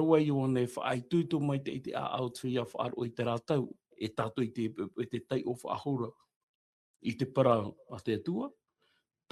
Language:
Tahitian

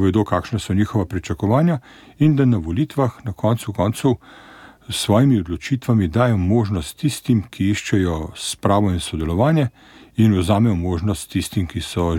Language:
Slovenian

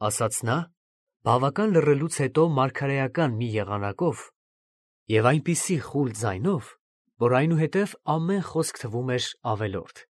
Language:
Armenian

